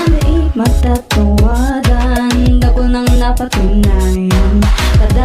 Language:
Bikol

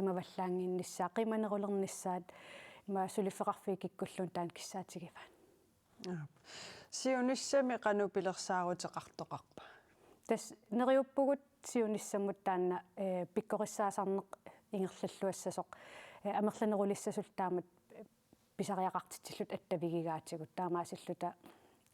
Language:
Kalaallisut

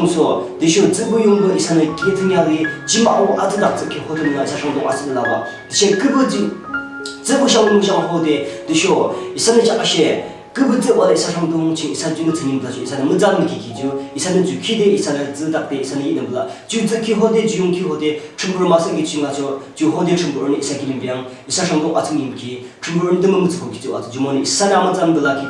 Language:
Yimchungru Naga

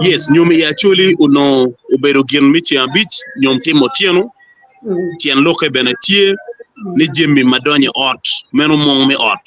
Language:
Acoli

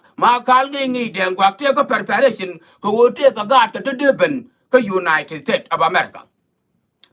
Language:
Nuer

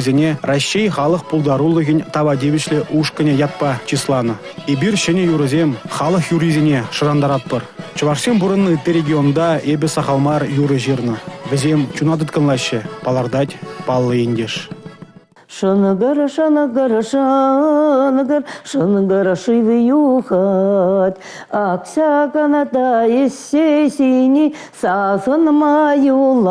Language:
Chuvash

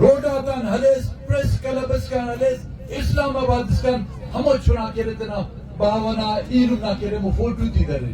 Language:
Brahui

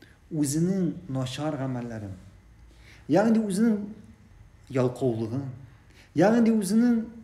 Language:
Tatar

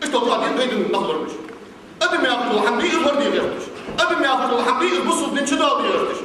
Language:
Ingush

